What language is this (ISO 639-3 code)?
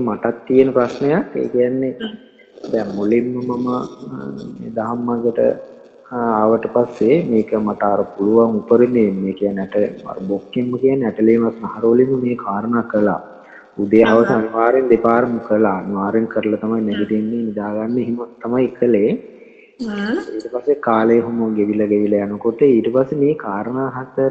sin